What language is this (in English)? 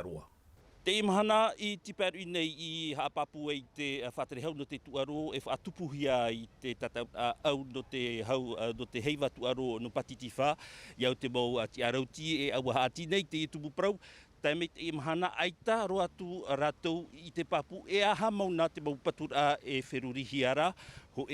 Tahitian